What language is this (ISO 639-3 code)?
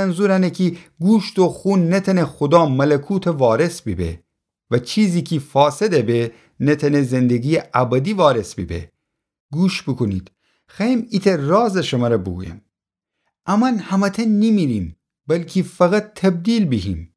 glk